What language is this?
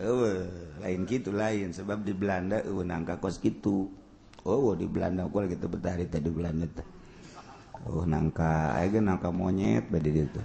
Sundanese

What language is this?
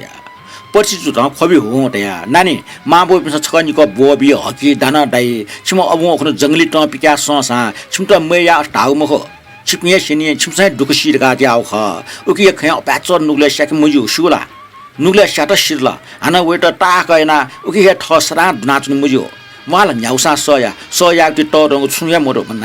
Newari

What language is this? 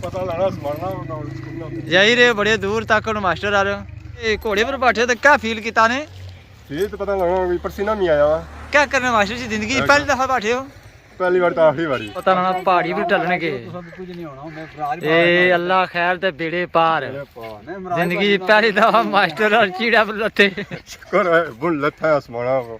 Pahari-Potwari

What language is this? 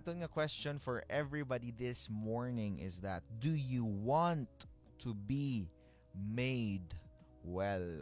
Hiligaynon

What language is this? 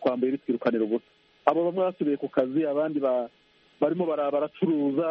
Kinyarwanda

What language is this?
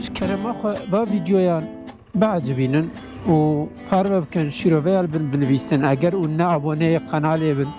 Kurdish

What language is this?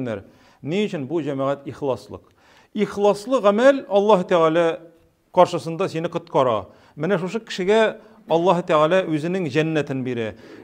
Tatar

